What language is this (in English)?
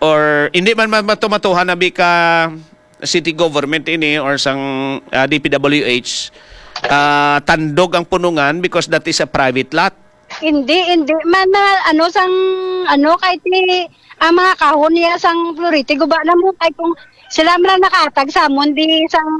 Hiligaynon